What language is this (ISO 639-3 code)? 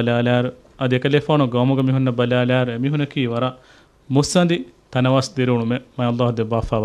div